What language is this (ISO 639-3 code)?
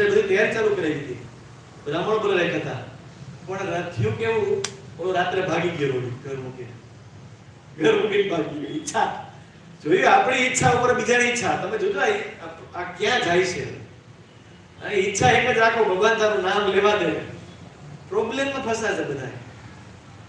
guj